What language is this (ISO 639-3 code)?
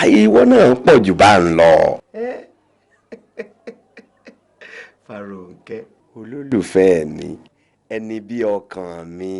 yor